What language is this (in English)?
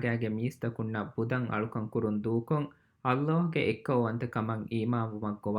Divehi